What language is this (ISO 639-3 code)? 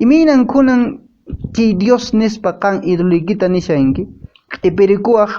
que